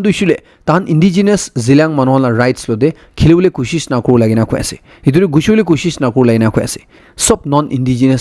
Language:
Naga Pidgin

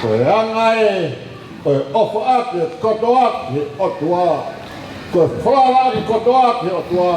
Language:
Tongan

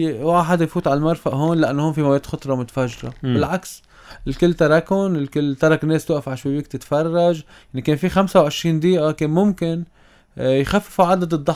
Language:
North Levantine Arabic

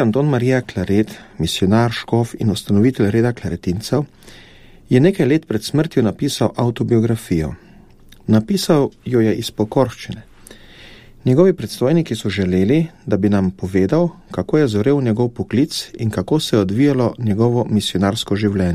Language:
Slovenian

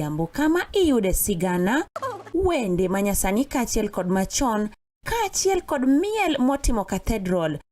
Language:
Luo (Kenya and Tanzania)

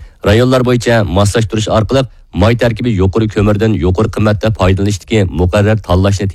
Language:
Uyghur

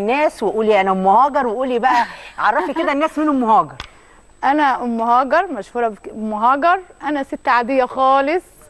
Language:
Egyptian Arabic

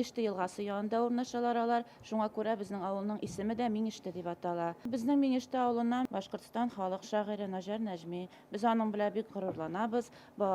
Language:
Bashkir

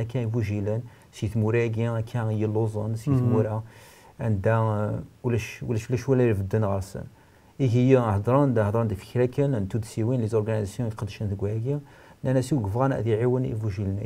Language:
Kabyle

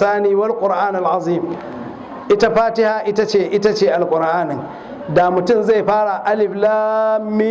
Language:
Hausa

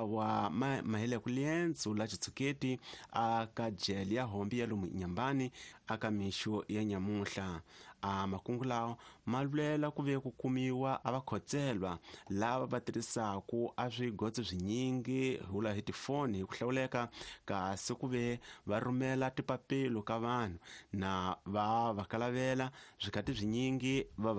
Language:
Tsonga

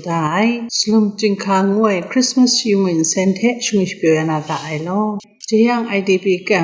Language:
Kachin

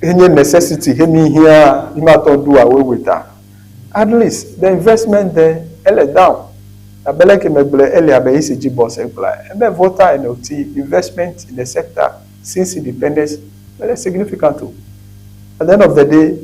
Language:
Ewe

